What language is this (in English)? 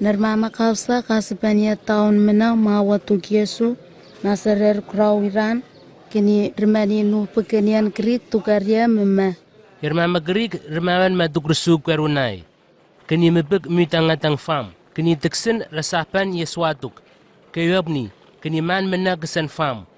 Southwest Tanna